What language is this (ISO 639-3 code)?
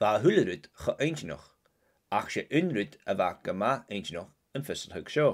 gla